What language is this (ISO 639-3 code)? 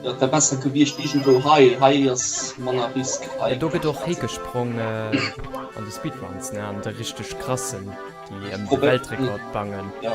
ltz